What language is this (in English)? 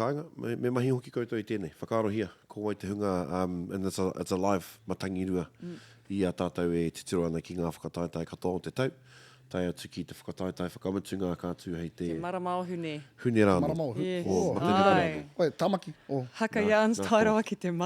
Māori